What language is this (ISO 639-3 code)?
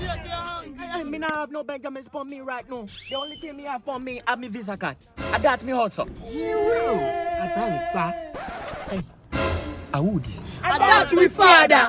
jam